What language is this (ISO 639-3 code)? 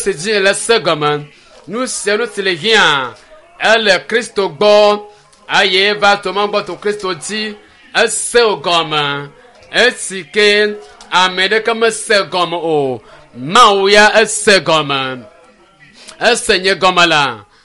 ewe